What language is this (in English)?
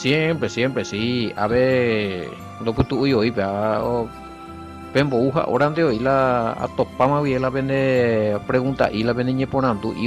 Guarani